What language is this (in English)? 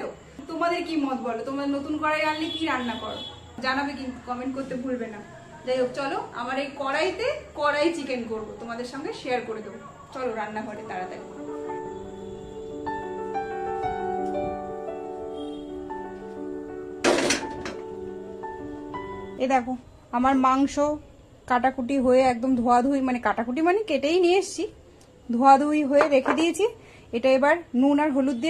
Bangla